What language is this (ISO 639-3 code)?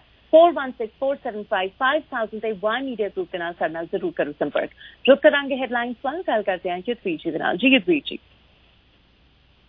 pan